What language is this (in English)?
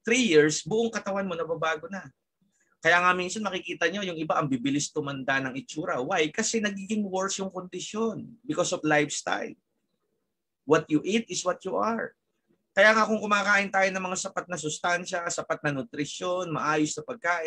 Filipino